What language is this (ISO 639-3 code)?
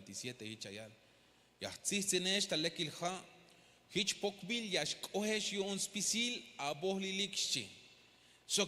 tzh